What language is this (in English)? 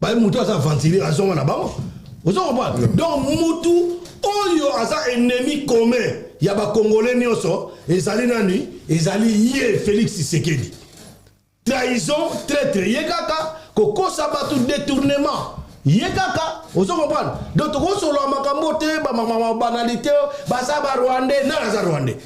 Lingala